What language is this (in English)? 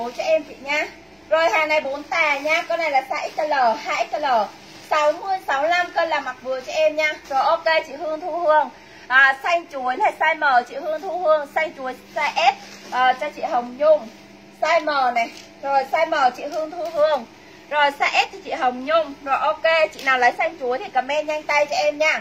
Vietnamese